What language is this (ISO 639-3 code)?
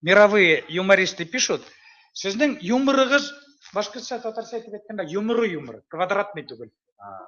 bak